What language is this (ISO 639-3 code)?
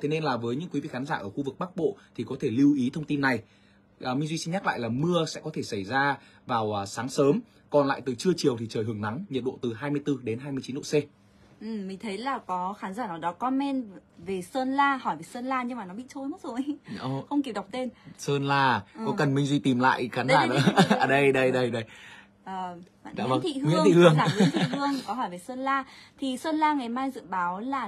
vie